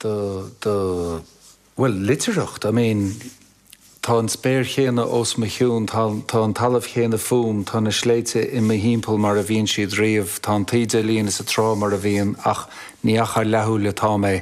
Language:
Irish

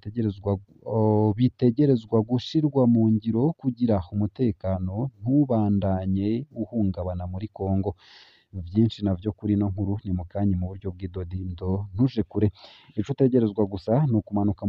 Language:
Rundi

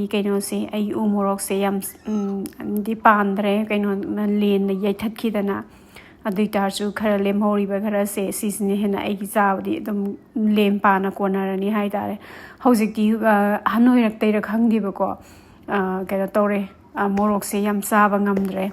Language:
Manipuri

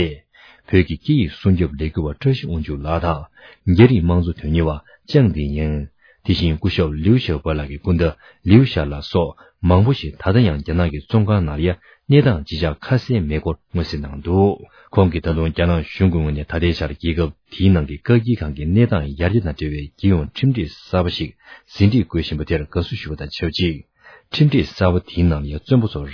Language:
Tibetan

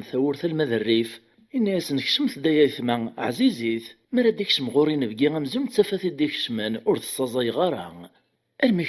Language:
Kabyle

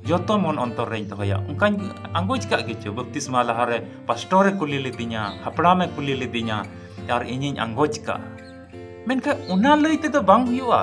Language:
Santali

